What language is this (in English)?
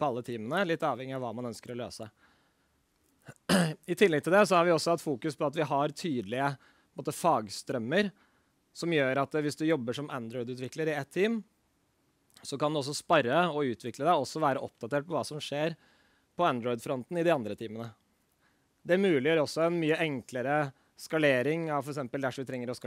Norwegian